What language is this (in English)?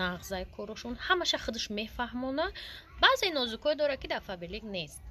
Tajik